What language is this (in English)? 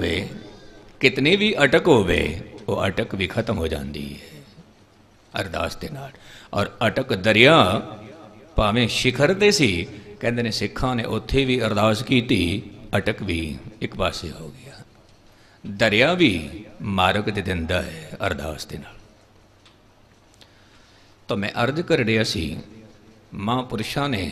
Punjabi